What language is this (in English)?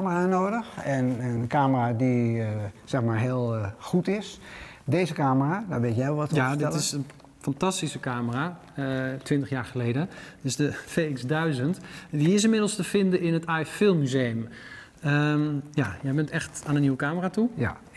Dutch